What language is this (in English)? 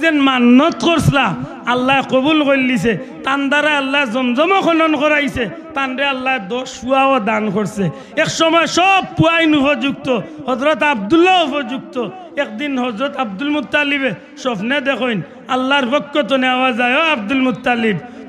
Sylheti